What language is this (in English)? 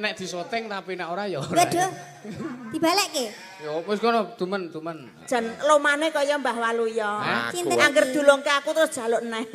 Javanese